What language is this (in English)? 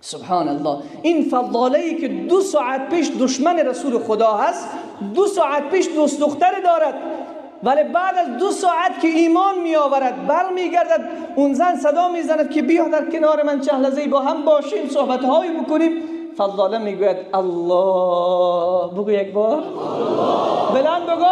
Persian